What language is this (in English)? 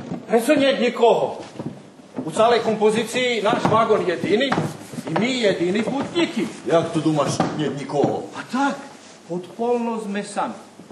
Rusyn